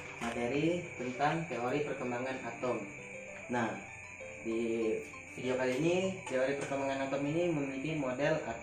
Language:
Indonesian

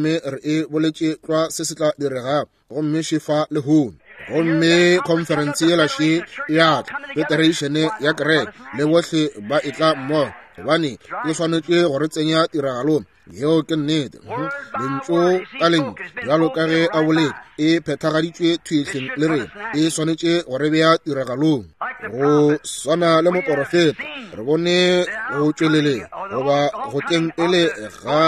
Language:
Northern Sotho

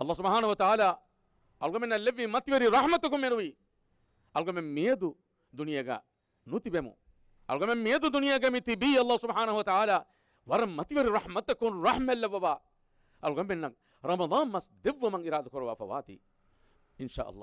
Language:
Divehi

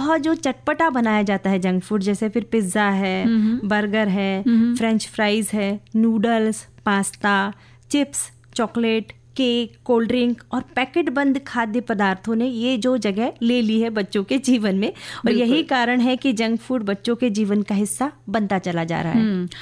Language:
Hindi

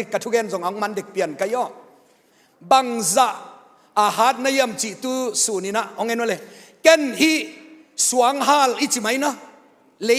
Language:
Tedim Chin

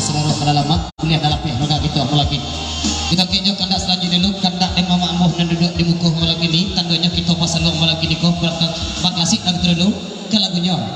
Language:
Minangkabau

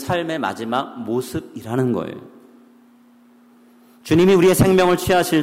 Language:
Korean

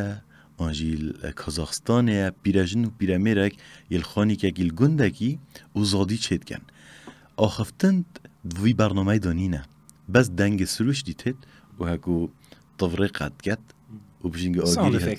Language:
Kurdish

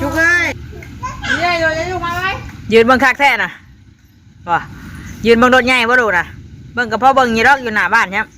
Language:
Northeastern Thai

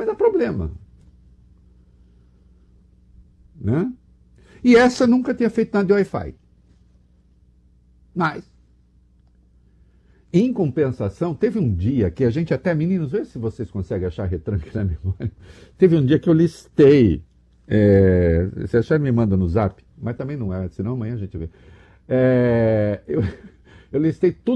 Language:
Portuguese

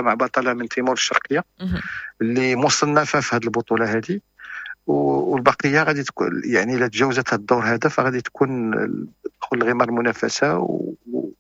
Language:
Moroccan Arabic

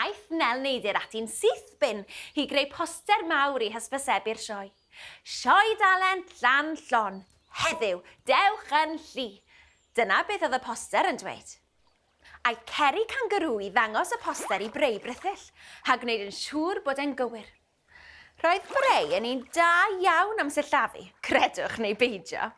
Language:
Welsh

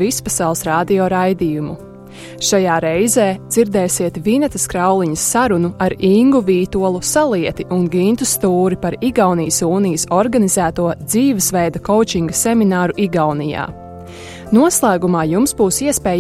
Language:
Latvian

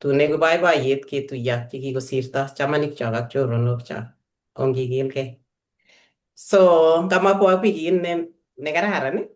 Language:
Kalenjin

